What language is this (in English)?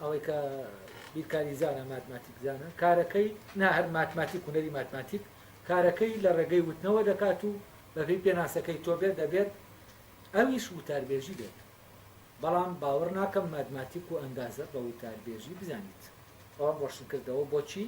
Central Kurdish